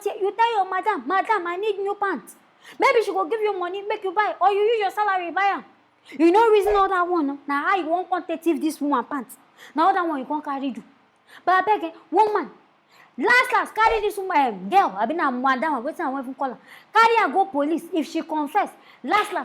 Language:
Nigerian Pidgin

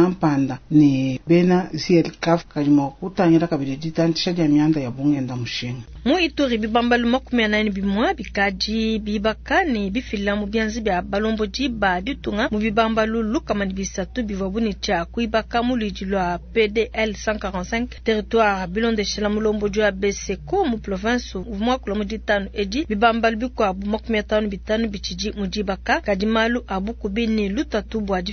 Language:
Luba-Lulua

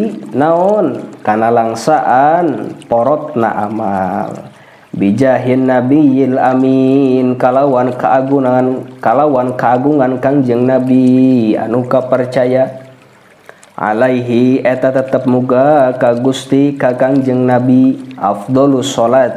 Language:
Sundanese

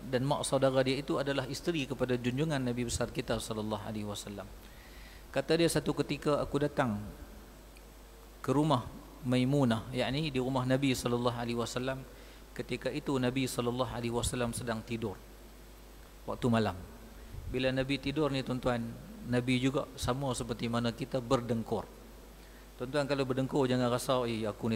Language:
Malay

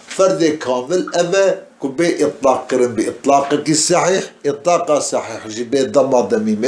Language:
Kurdish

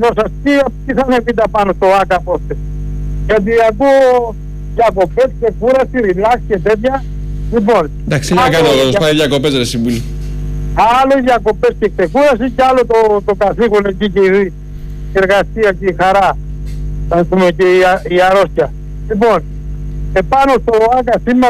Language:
Greek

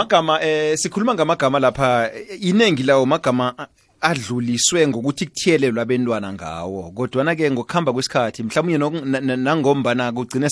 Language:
South Ndebele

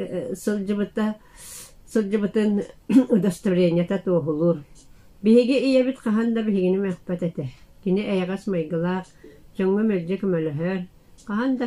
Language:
Yakut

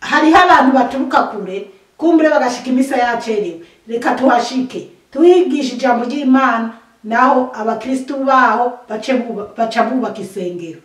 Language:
Rundi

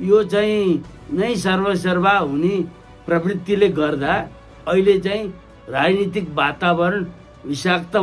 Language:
Nepali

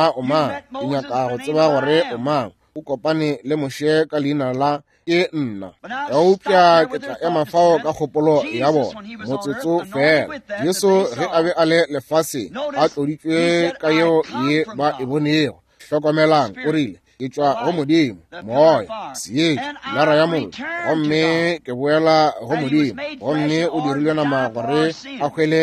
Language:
Northern Sotho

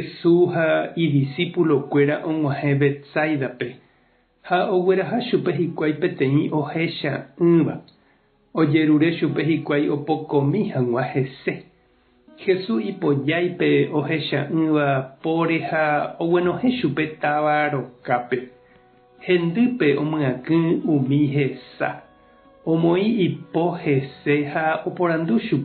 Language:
Guarani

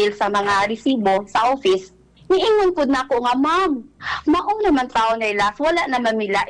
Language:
Cebuano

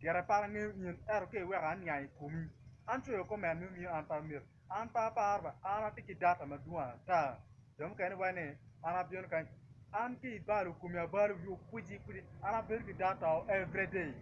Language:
Acoli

